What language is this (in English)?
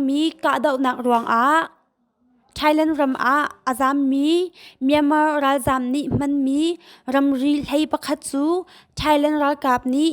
Hakha Chin